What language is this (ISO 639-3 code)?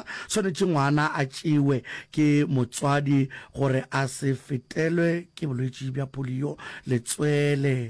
nso